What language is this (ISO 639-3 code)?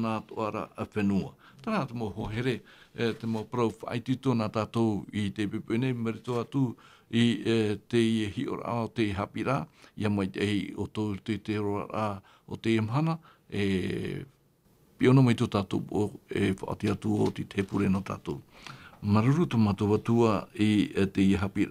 tah